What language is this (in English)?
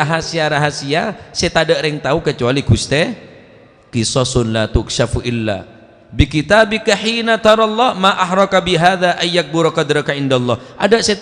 Madurese